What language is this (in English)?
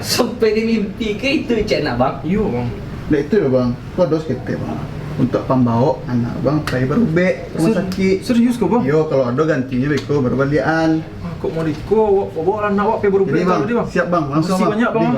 Minangkabau